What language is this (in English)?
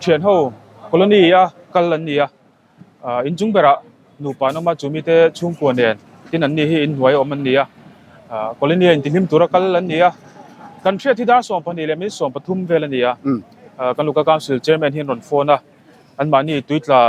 Mizo